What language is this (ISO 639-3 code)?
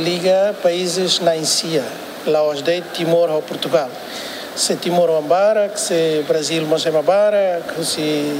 tet